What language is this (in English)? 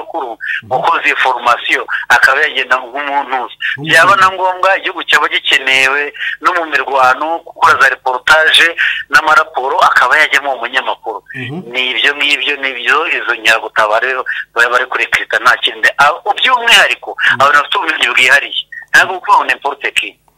Kinyarwanda